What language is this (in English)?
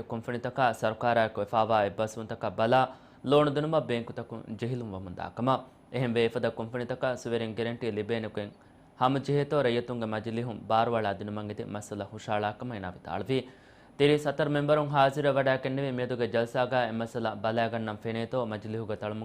Divehi